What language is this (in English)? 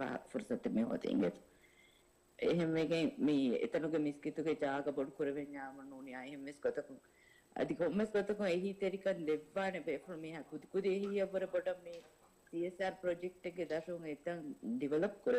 Divehi